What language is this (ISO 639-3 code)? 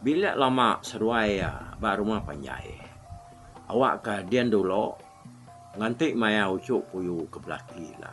iba